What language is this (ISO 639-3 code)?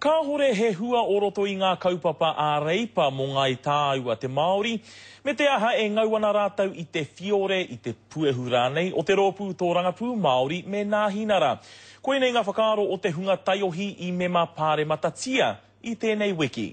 mri